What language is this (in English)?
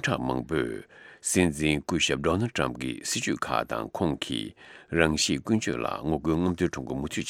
Tibetan